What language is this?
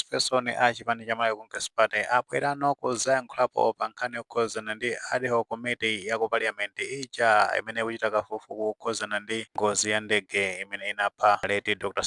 Nyanja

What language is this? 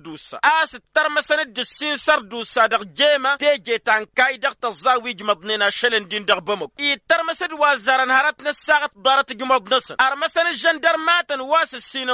Tamasheq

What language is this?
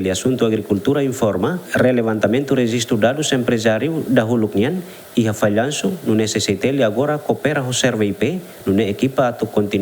Tetum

